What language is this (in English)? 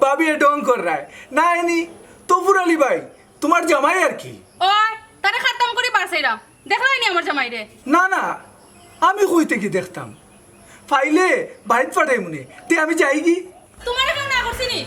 Sylheti